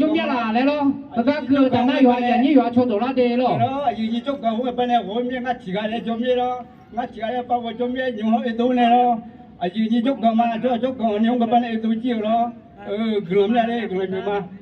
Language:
Akha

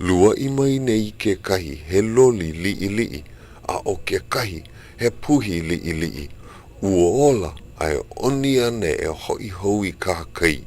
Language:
Hawaiian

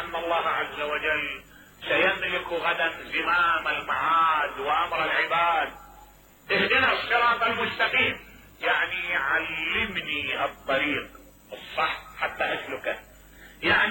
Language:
Mesopotamian Arabic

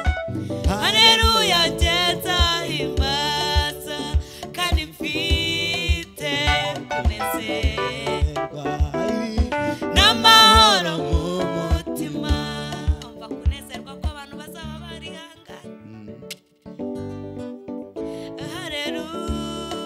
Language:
Kinyarwanda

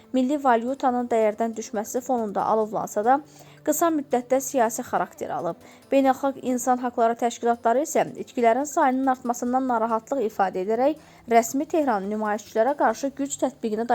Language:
Azerbaijani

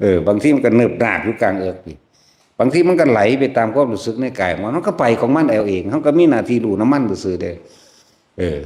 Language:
Northeastern Thai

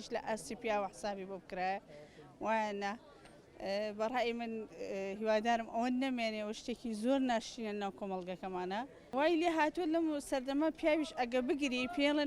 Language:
Central Kurdish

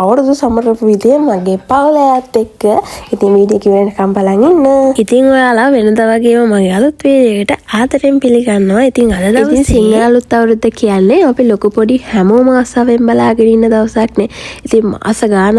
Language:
Sinhala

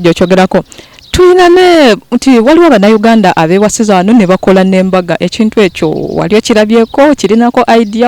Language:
Ganda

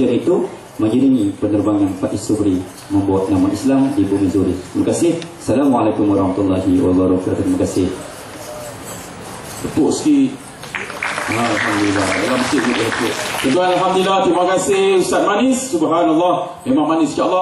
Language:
Malay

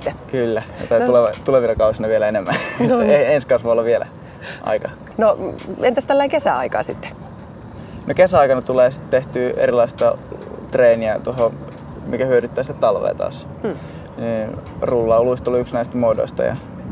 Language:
Finnish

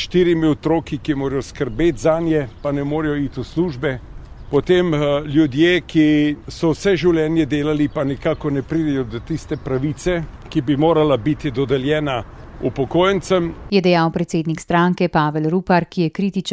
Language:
Slovenian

